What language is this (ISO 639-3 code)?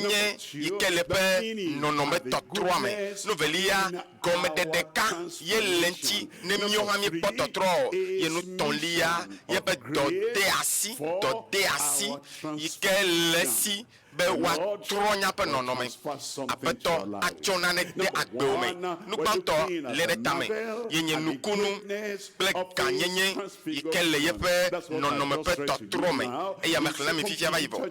ewe